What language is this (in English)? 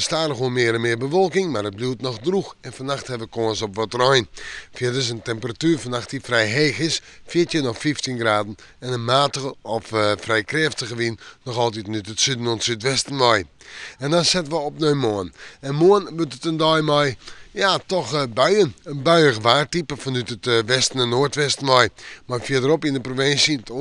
Western Frisian